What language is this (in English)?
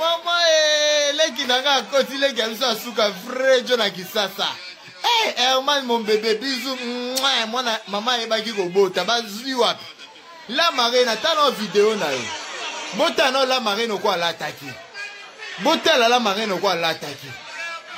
Lingala